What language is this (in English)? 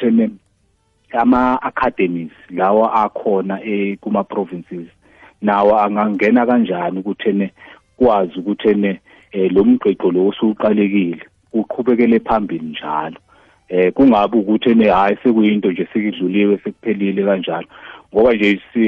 South Ndebele